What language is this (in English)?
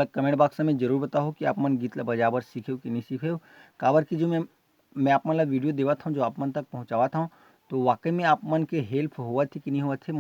Chhattisgarhi